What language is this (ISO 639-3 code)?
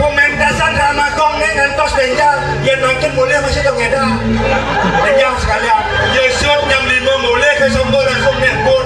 ban